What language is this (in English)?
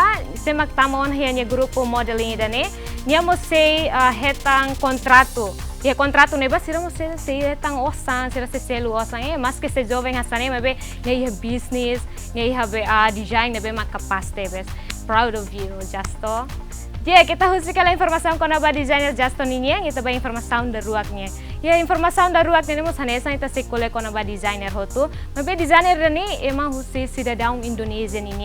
Tetum